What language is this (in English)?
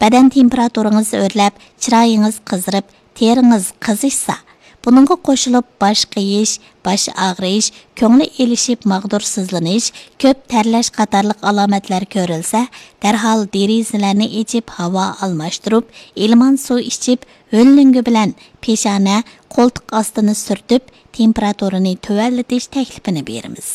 Uyghur